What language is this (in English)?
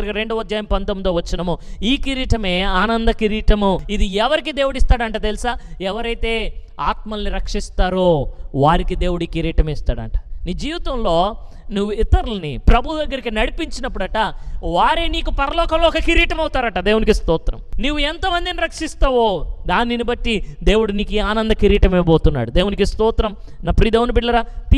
Telugu